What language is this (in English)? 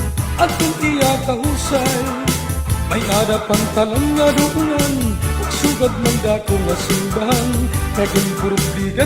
Waray